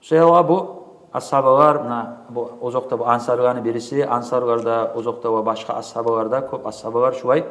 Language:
Kumyk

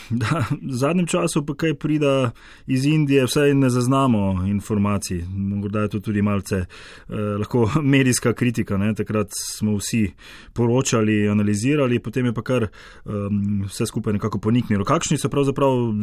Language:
Slovenian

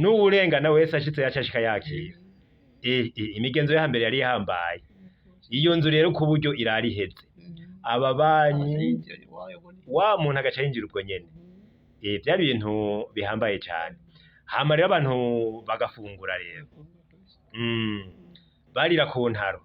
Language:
Rundi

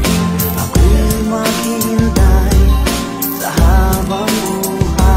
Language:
Filipino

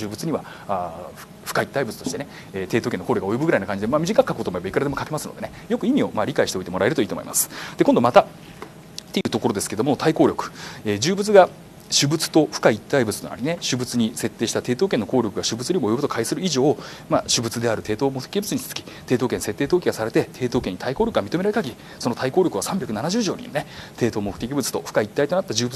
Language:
Japanese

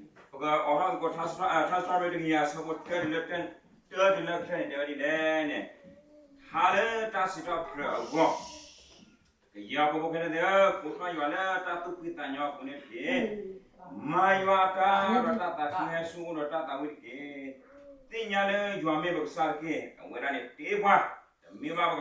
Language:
S'gaw Karen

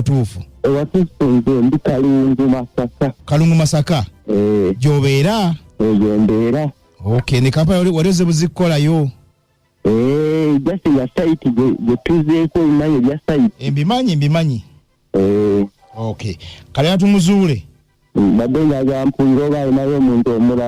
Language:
Ganda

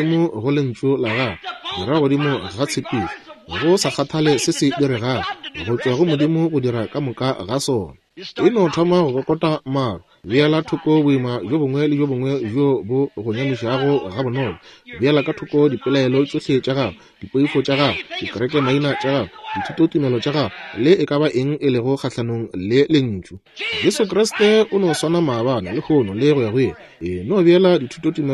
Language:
Northern Sotho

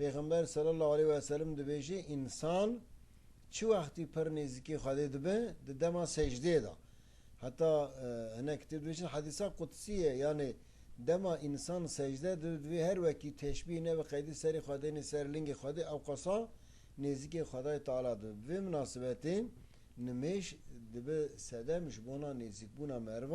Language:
Kurdish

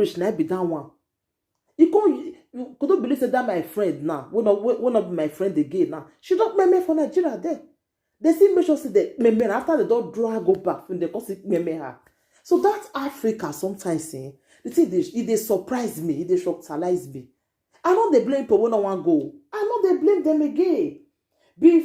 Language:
Nigerian Pidgin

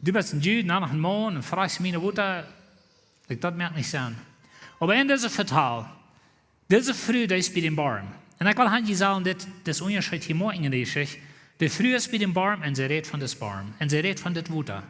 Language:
Plautdietsch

